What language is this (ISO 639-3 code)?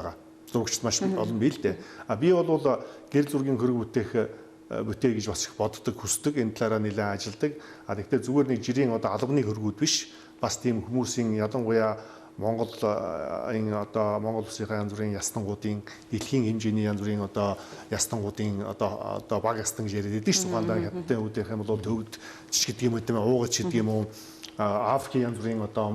mon